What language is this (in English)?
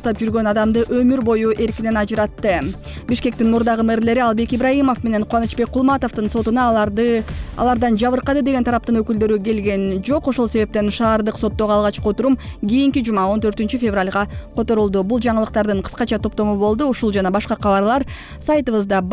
Kyrgyz